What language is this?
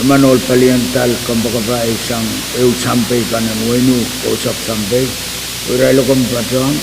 Pohnpeian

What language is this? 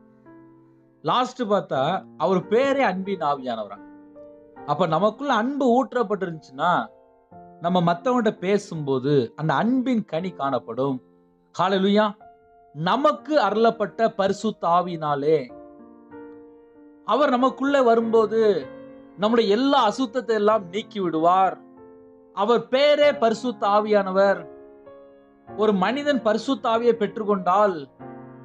Tamil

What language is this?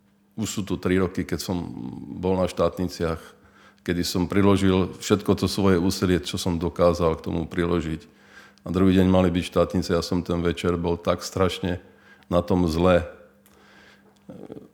Slovak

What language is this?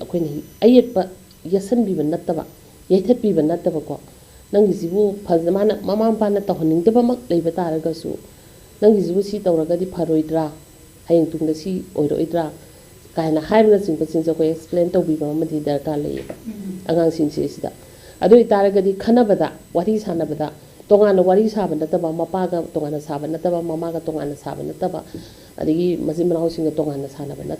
Manipuri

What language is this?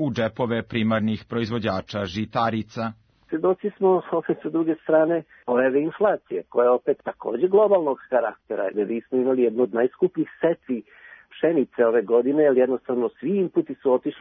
Serbian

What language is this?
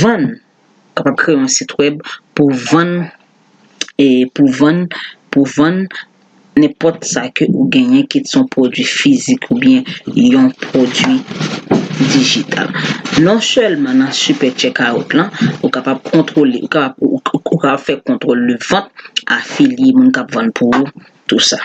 Haitian Creole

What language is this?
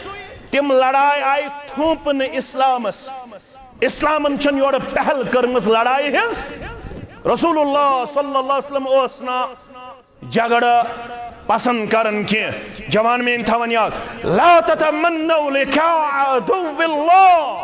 Kashmiri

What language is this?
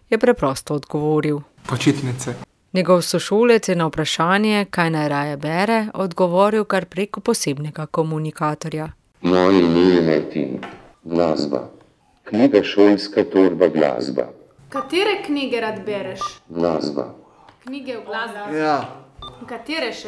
Slovenian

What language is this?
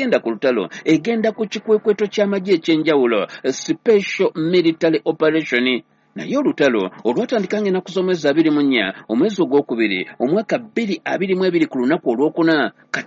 Ganda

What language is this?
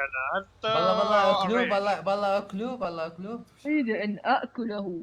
Mesopotamian Arabic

